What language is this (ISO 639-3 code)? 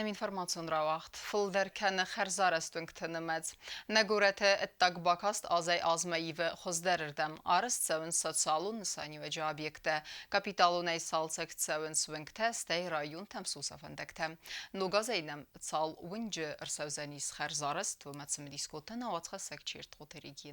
oss